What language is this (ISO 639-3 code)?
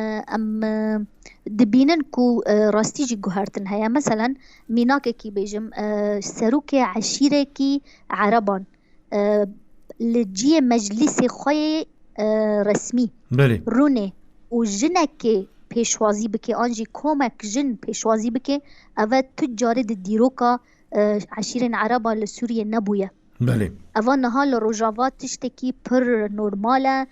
kur